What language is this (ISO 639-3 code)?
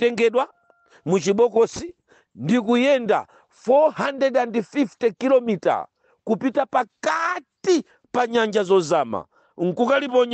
nya